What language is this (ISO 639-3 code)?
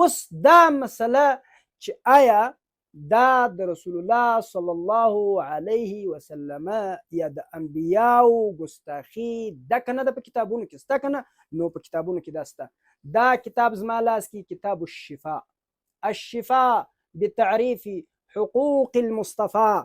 pus